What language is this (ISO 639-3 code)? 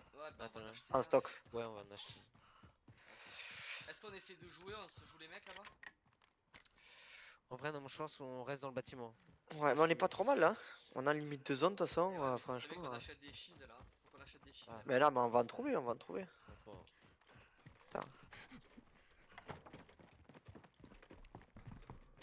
fra